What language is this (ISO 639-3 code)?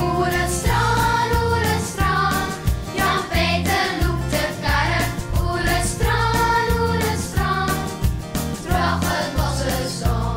fry